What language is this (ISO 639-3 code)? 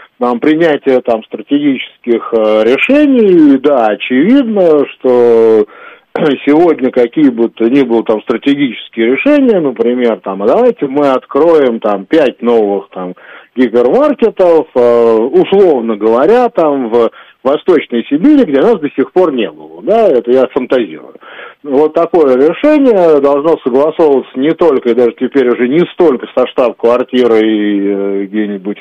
rus